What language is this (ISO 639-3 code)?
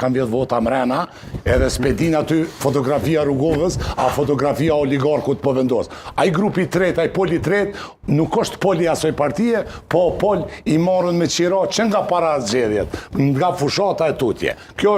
sqi